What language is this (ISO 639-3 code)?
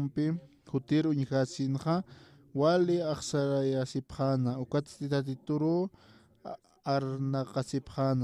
aym